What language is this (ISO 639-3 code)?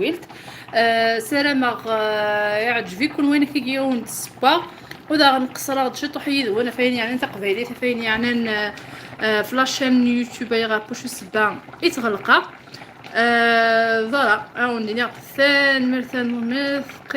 kab